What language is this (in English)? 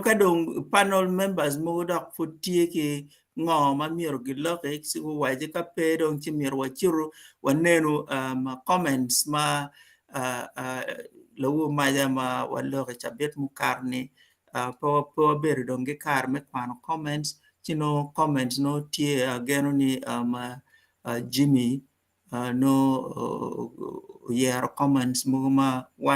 Acoli